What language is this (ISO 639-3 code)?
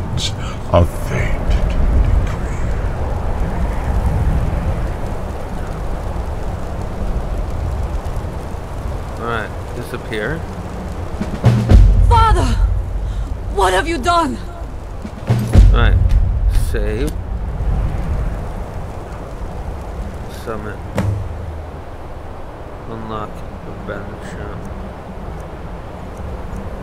eng